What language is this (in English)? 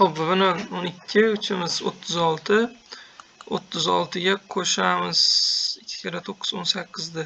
Uzbek